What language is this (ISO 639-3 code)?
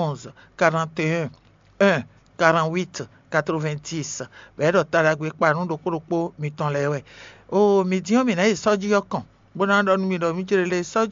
fon